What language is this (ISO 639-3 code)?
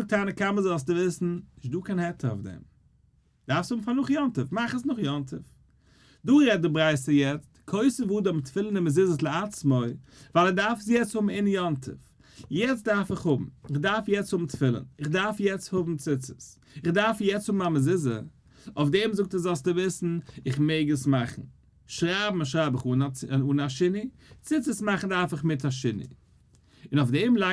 yid